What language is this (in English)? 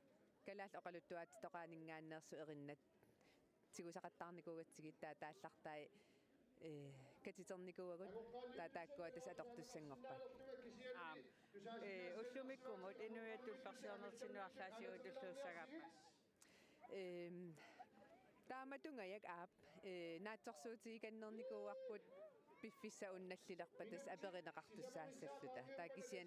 Kalaallisut